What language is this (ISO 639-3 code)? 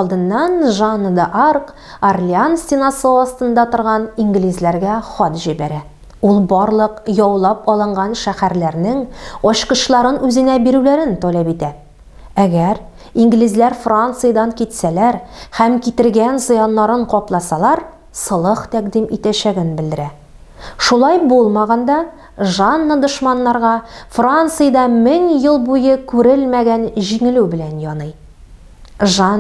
tat